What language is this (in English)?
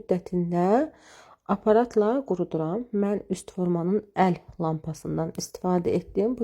Azerbaijani